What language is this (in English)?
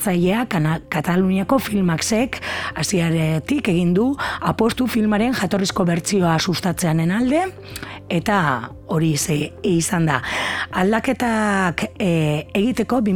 Basque